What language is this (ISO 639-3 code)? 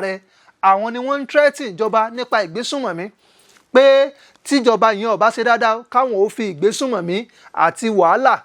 yor